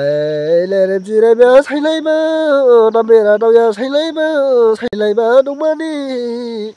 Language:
Dimasa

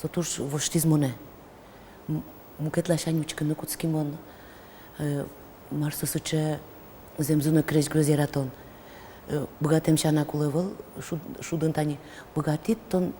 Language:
Udmurt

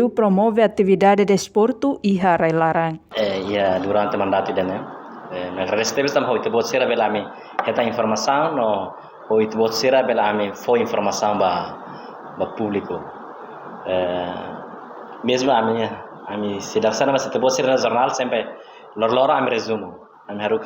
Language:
Tetum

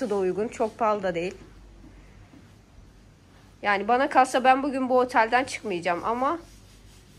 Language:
Turkish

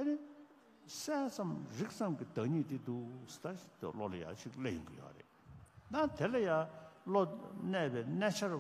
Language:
Tibetan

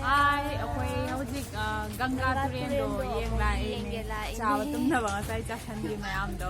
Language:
Manipuri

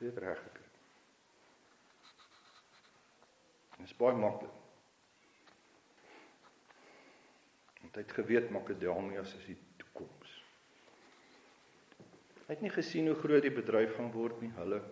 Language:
Afrikaans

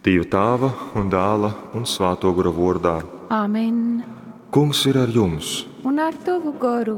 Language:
Latgalian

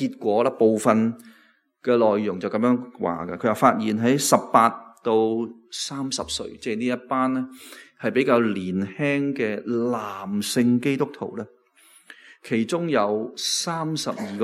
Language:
Cantonese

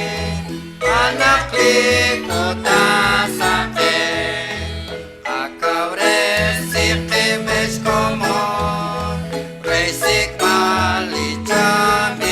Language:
Kekchí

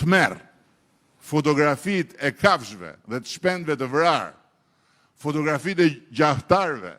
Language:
Albanian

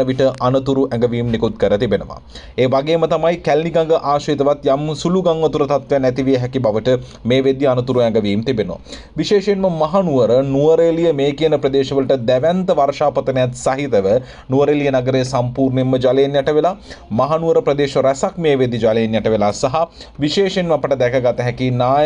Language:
Sinhala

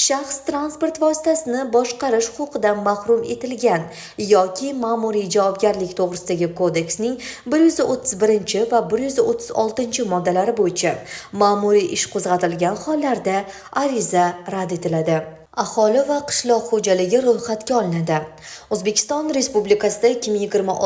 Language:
Uzbek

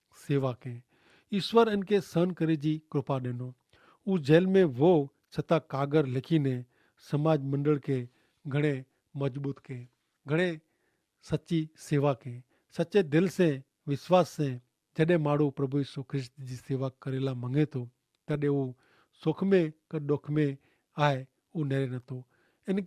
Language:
Kachhi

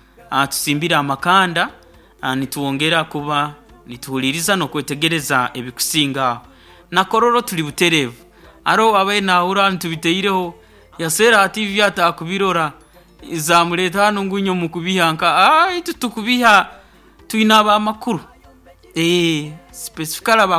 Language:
Nyoro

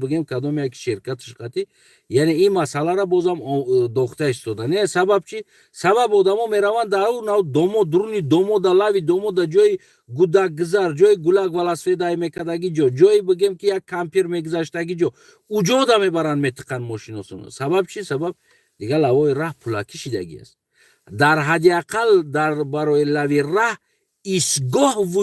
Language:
Tajik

